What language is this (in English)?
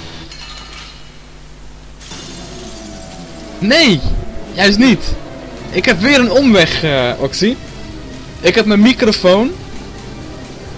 Dutch